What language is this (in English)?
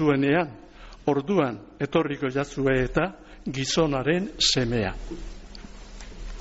Basque